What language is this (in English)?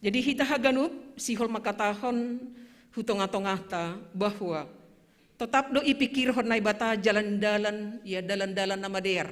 Batak Simalungun